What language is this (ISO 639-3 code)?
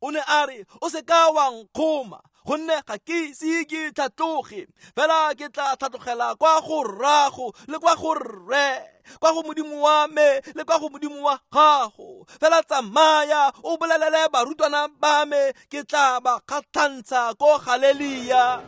tsn